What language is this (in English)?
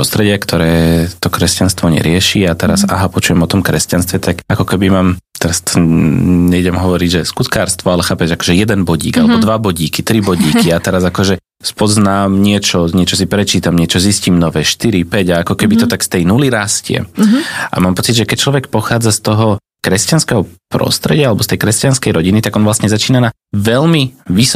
Slovak